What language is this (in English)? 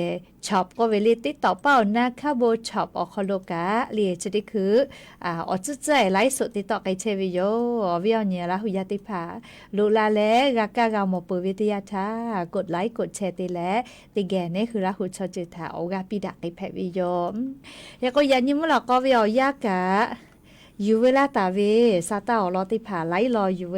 Lahu